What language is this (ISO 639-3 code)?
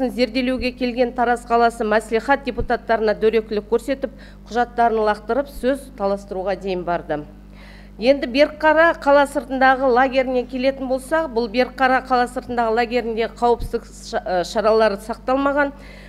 kaz